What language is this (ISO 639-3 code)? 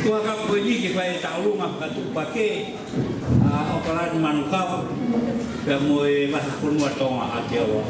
ton